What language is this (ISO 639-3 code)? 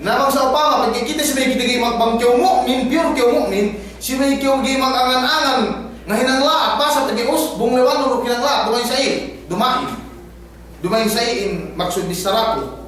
yka